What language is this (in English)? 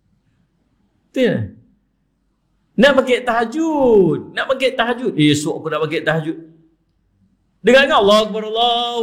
Malay